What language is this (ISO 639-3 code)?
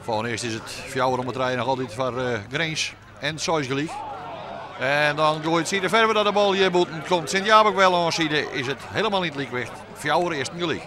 fry